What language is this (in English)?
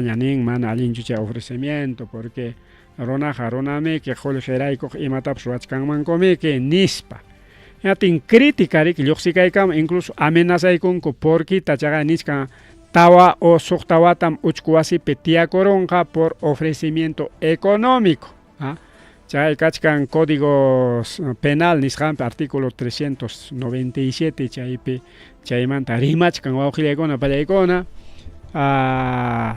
Ayacucho Quechua